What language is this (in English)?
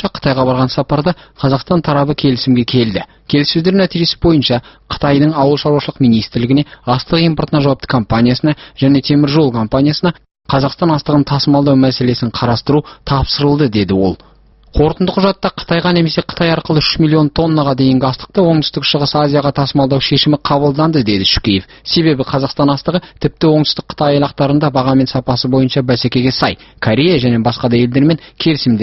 Kazakh